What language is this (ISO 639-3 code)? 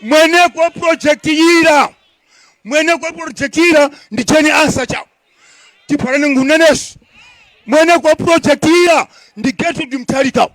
tum